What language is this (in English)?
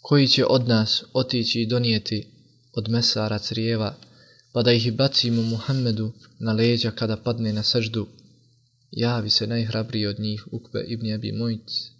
Bosnian